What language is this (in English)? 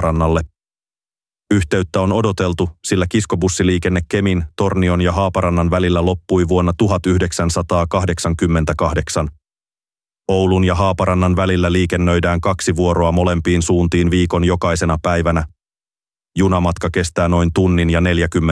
Finnish